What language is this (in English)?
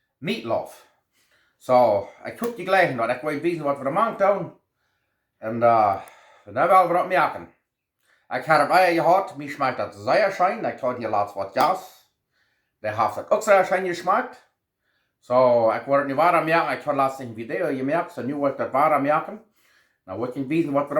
Plautdietsch